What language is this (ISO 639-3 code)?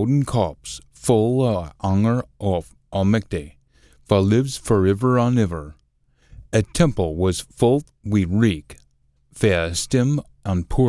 sco